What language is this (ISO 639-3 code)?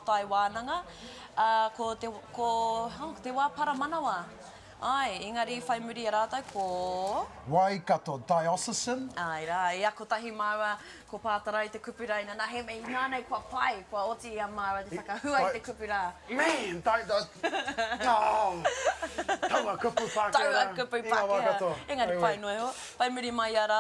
mri